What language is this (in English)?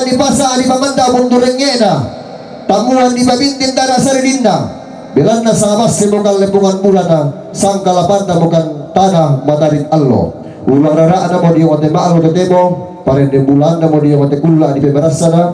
Toraja-Sa'dan